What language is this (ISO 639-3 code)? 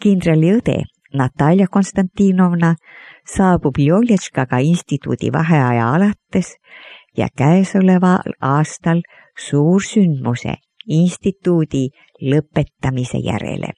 est